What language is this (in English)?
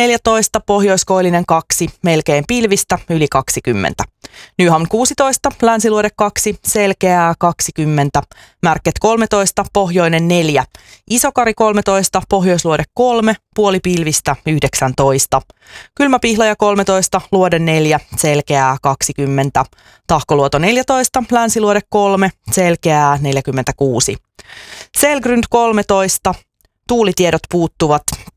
Finnish